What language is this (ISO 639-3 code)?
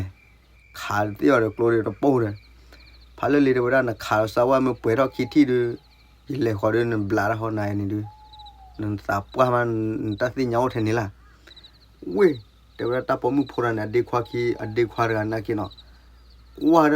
ksw